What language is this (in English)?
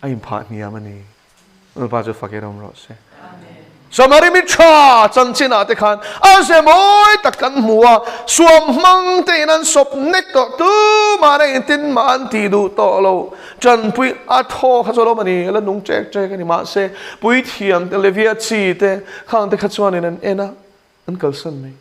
Mizo